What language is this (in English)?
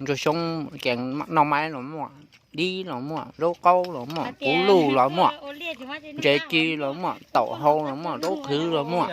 Hmong